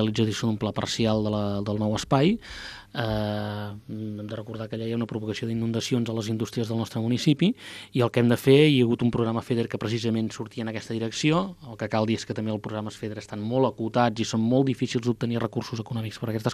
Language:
Catalan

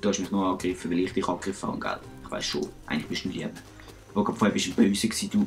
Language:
Swiss German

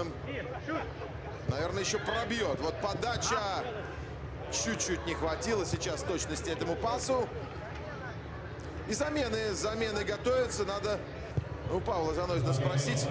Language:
Russian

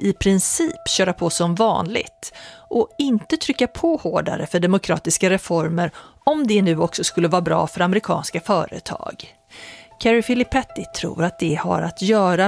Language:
Swedish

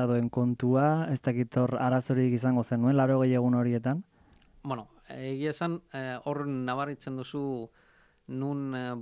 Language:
Basque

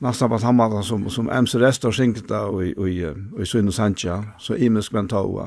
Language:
Faroese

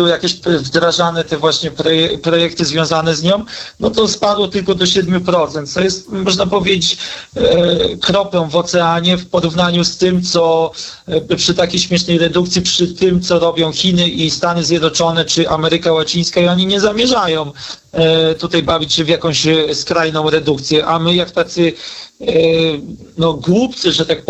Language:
Polish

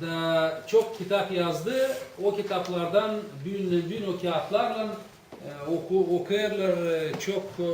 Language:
Gagauz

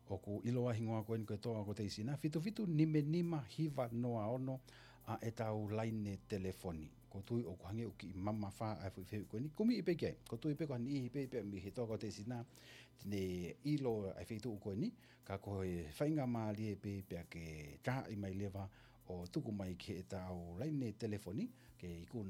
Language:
Tongan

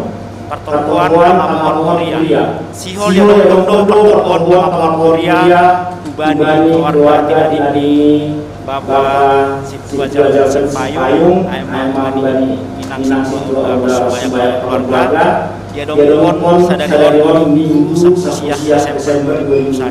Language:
Batak Simalungun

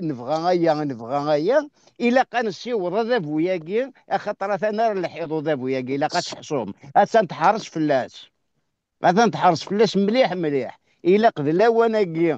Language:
Kabyle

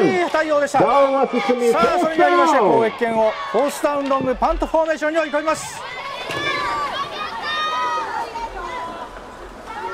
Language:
Japanese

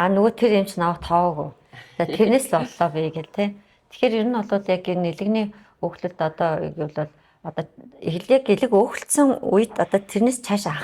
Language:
Mongolian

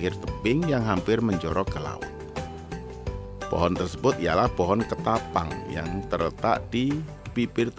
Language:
Indonesian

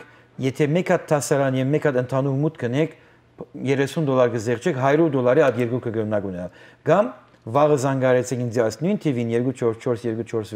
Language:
Western Armenian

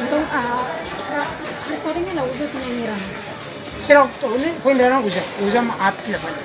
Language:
Tetum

